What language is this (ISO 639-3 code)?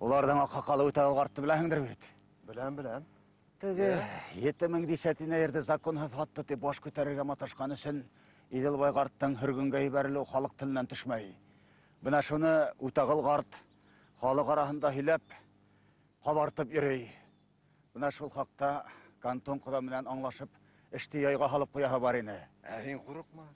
bak